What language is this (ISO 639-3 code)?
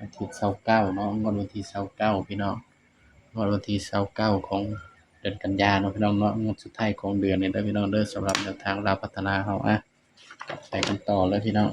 tts